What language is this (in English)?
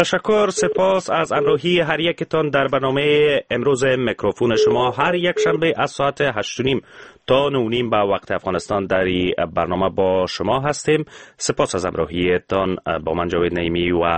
Persian